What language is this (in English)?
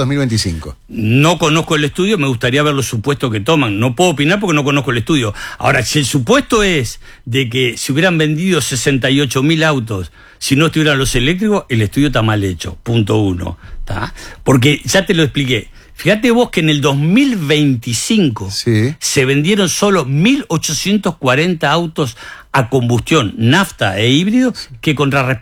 Spanish